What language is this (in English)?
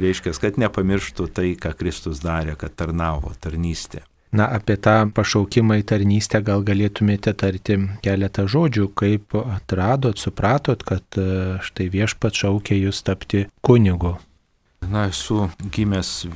Lithuanian